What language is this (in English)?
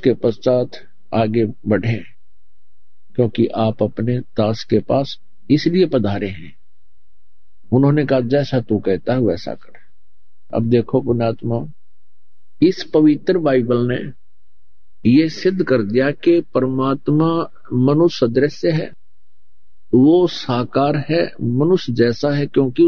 Hindi